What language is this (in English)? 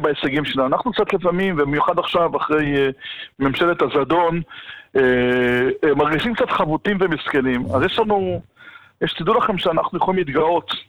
Hebrew